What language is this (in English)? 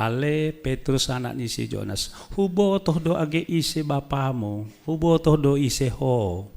Batak Simalungun